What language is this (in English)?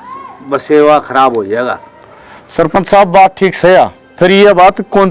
Haryanvi